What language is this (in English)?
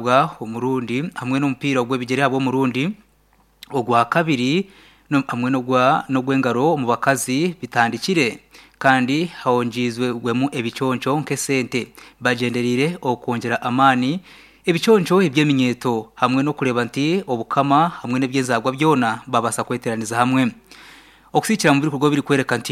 Nyankole